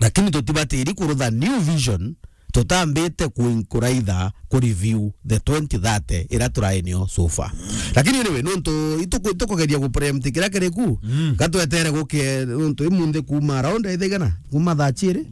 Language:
Meru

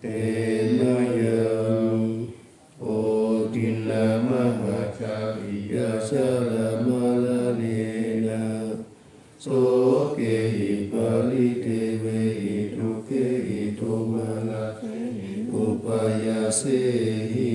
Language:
Pali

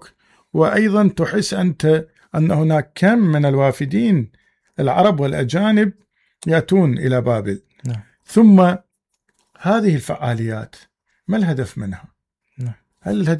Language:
Mesopotamian Arabic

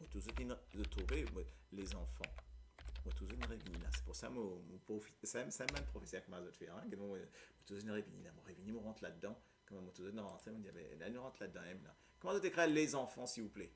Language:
Morisyen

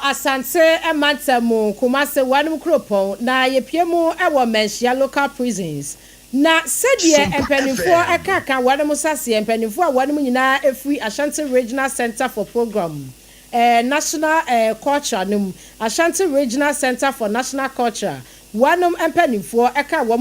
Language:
Akan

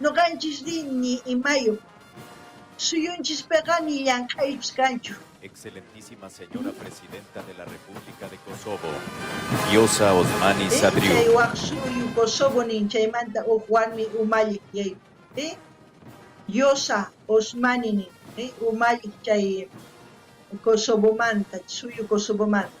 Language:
South Bolivian Quechua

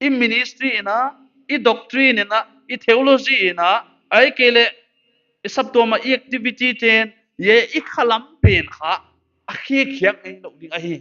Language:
Paite Chin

